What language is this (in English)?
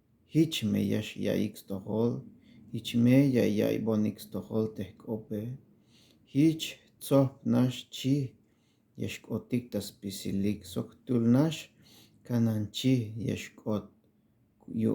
Tzeltal